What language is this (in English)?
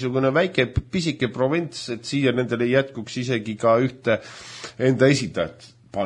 Estonian